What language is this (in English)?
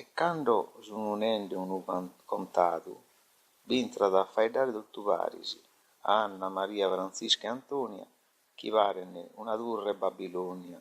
Sardinian